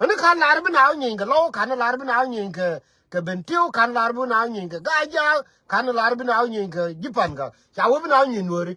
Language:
Nuer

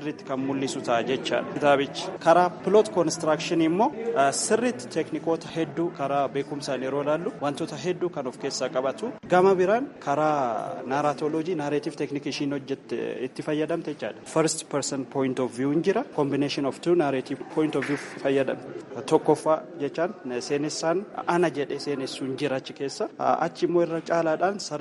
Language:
Oromo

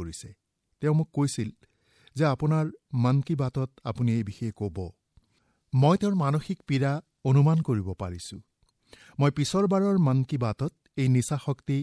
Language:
Assamese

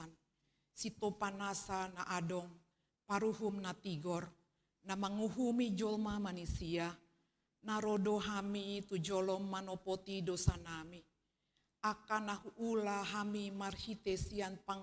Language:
Batak Toba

